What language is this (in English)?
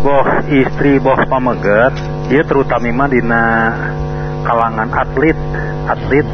Sundanese